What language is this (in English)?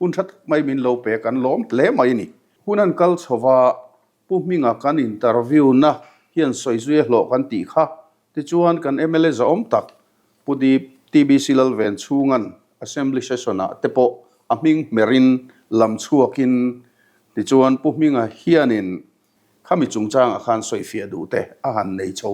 Mizo